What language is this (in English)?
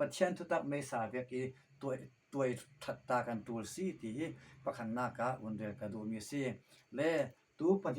Falam Chin